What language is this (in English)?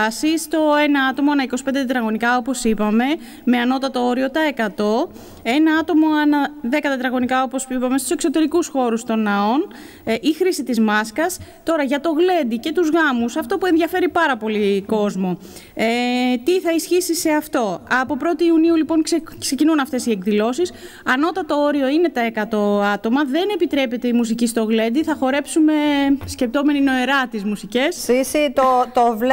Greek